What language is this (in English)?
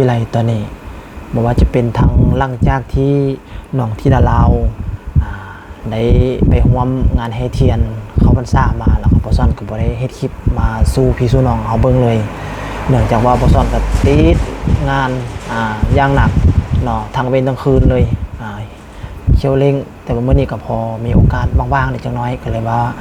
Lao